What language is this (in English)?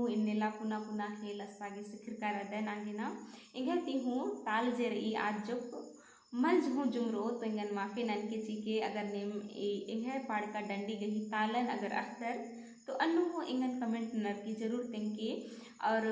Kurukh